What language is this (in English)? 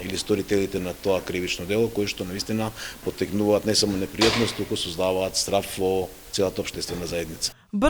Macedonian